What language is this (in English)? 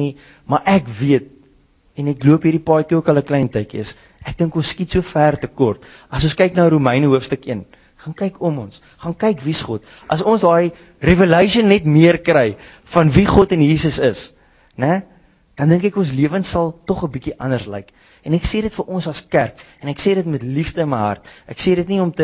Afrikaans